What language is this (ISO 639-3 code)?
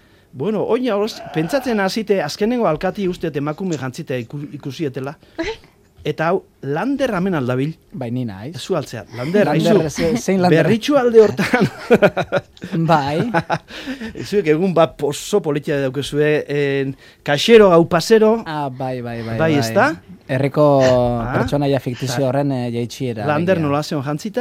eus